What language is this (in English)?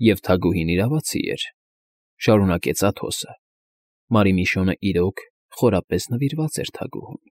Armenian